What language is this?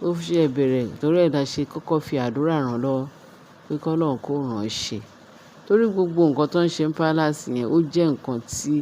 Yoruba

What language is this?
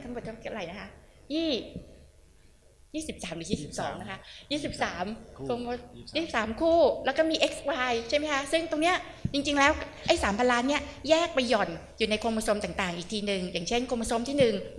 Thai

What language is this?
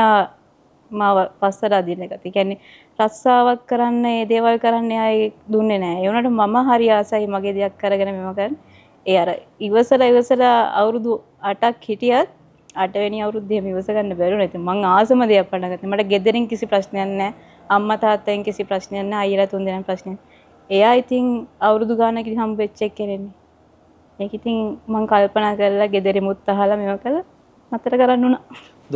Sinhala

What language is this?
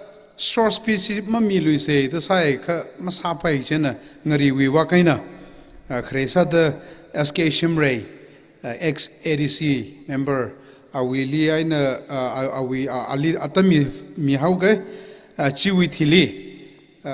Tangkhul Naga (India)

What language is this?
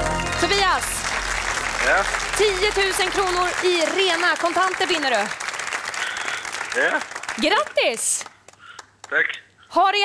Swedish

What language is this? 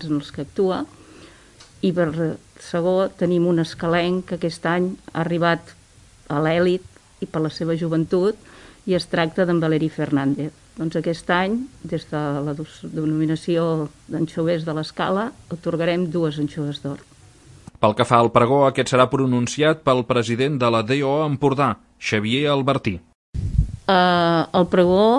Catalan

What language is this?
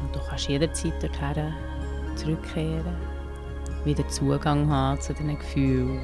Swiss German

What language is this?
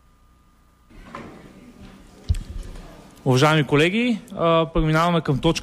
Bulgarian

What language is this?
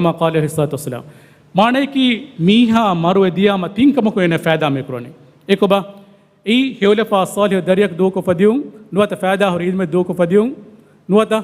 Divehi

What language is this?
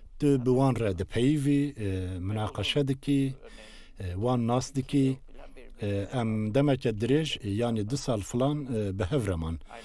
Kurdish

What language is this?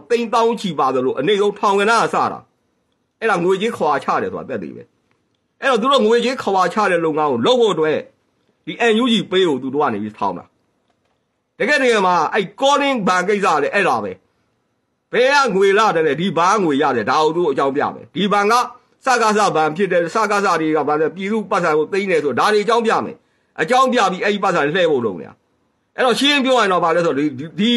Burmese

